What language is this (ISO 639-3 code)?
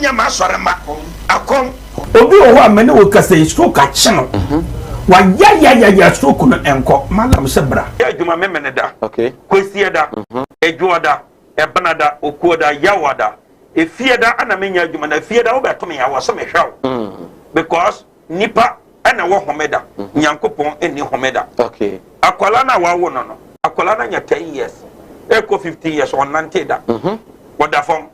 aka